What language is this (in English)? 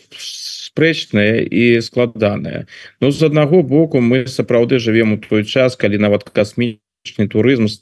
Belarusian